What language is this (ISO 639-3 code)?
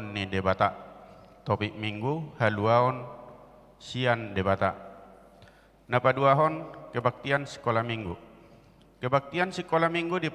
bbc